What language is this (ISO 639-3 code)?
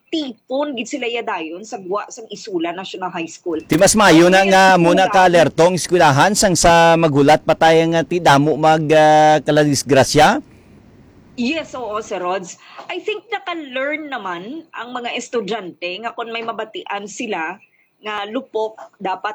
hil